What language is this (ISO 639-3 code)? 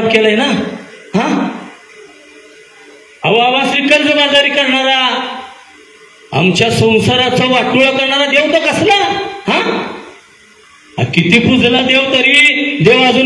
mar